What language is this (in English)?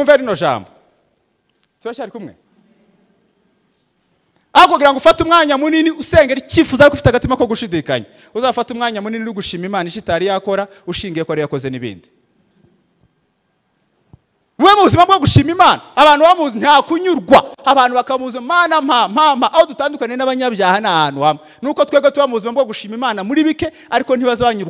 Kinyarwanda